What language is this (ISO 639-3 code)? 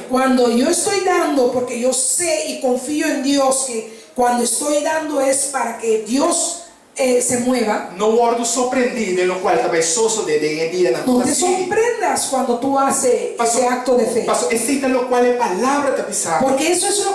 pap